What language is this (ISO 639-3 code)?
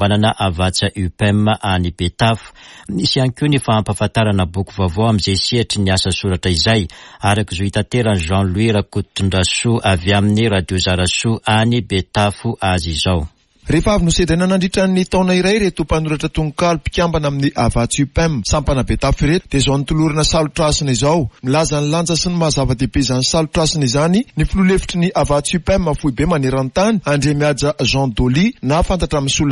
mlg